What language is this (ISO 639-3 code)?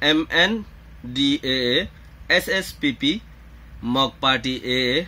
rhg